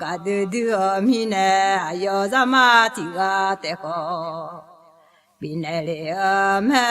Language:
Akha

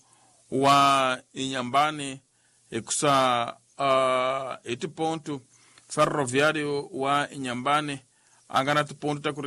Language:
Tsonga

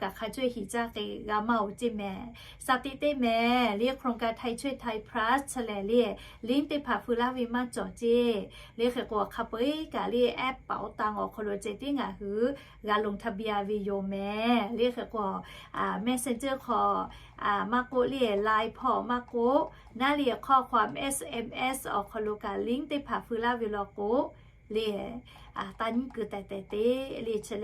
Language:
Lahu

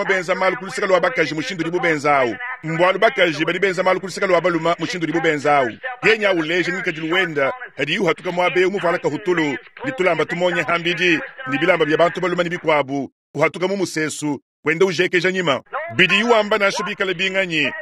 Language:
Luba-Lulua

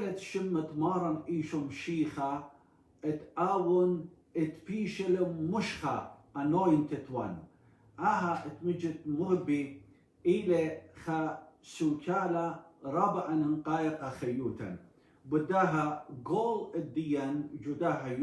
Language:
Assyrian Neo-Aramaic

